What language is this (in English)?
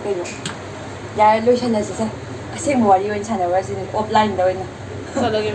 Manipuri